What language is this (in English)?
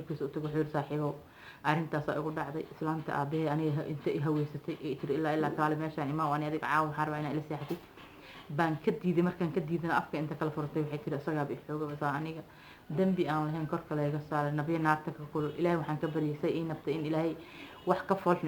Somali